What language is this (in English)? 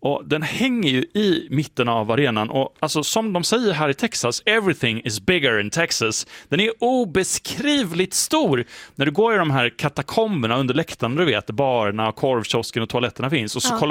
Swedish